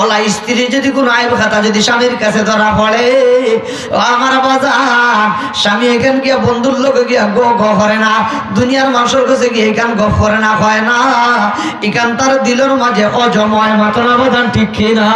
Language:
Sylheti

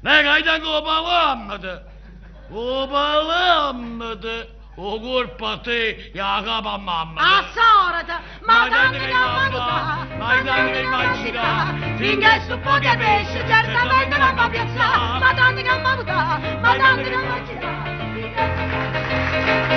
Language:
Neapolitan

